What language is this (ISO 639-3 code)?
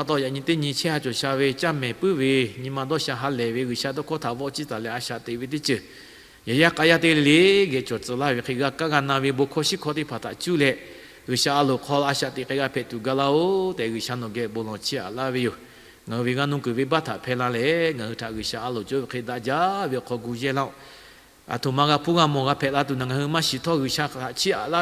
lhu